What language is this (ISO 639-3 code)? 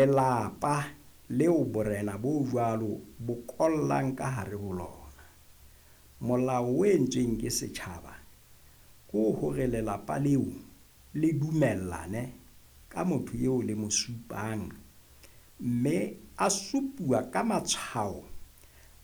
sot